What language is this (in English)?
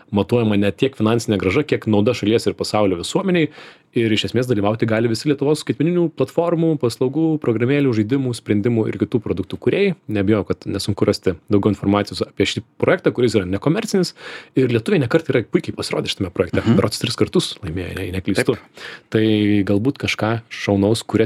Lithuanian